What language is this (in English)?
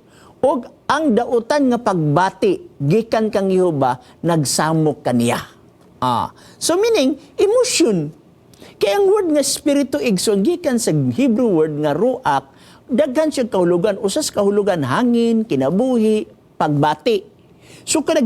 Cebuano